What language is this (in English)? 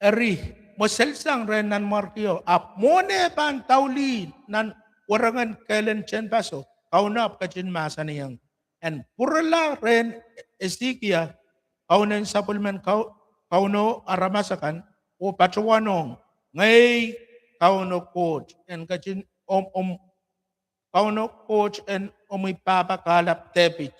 Pohnpeian